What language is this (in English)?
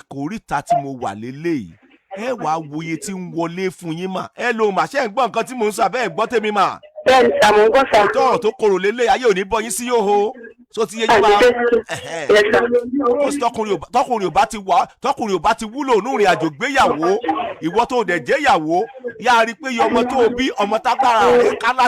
Yoruba